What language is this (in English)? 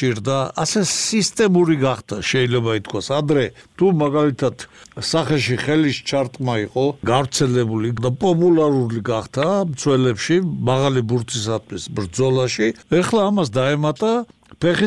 Georgian